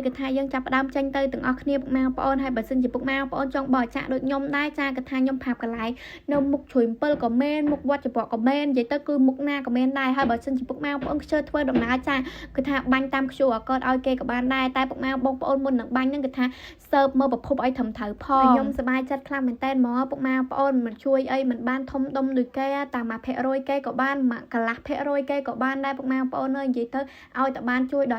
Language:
Khmer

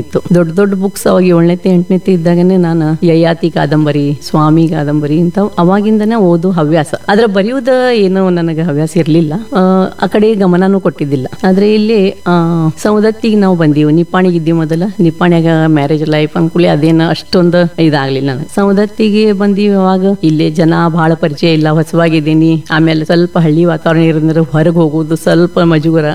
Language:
Kannada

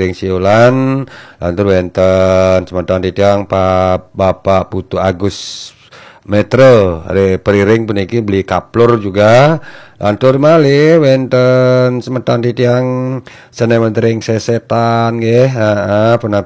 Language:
Balinese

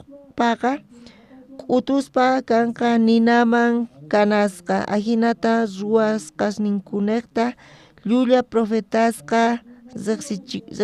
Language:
South Bolivian Quechua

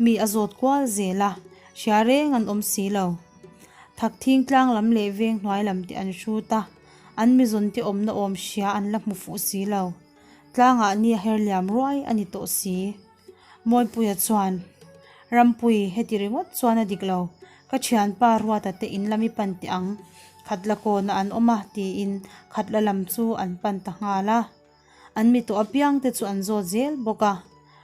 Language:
Mizo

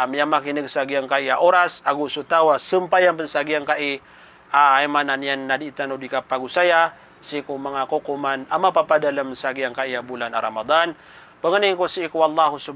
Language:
Maranao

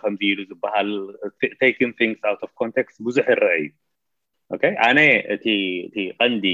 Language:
Tigrinya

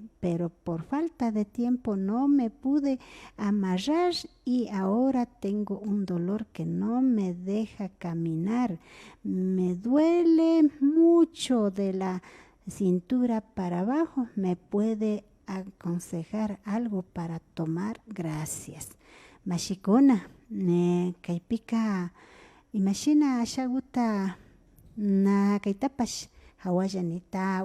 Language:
Imbabura Highland Quichua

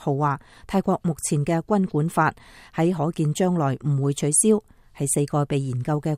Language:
Cantonese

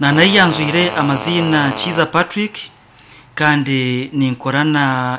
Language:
Nyankole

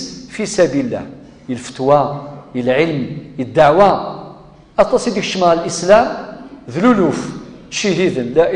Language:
Kabyle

